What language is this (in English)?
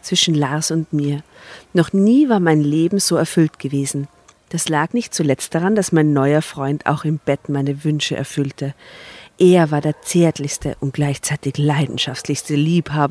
German